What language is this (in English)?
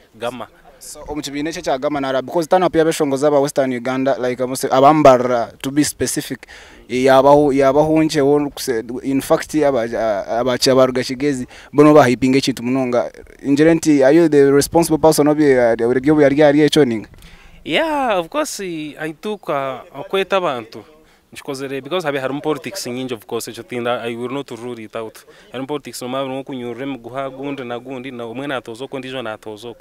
Nyankole